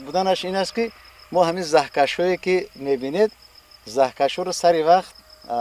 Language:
Tajik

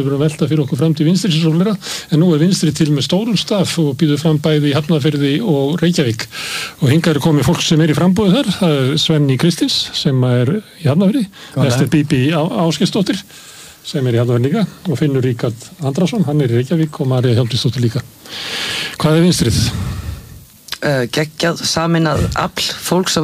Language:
Icelandic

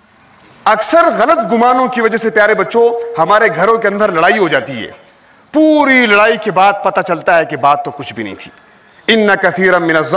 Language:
Urdu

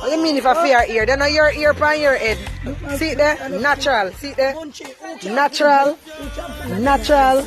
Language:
Jamaican Creole English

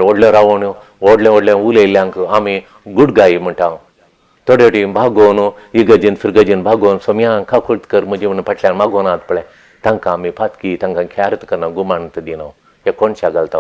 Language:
Konkani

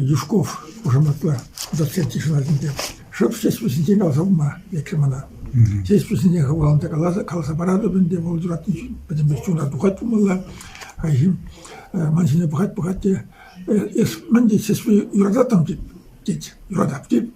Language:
Chuvash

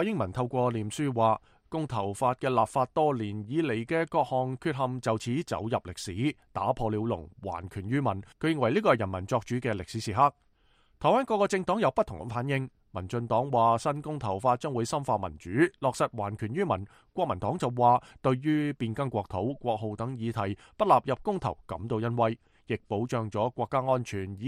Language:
Cantonese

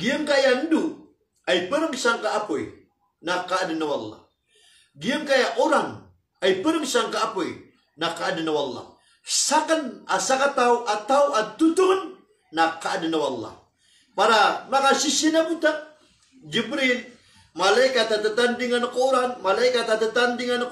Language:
Maranao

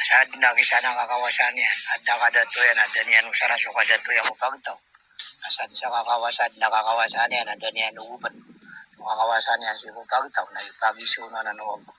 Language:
Maranao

